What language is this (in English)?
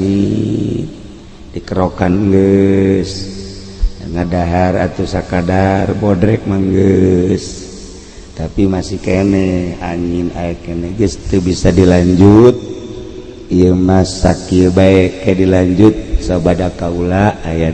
Sundanese